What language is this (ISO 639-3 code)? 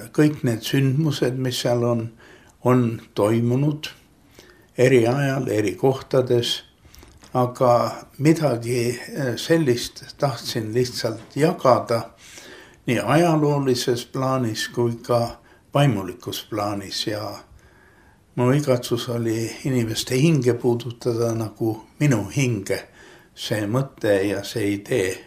est